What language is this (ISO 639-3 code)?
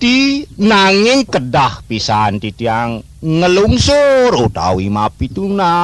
ban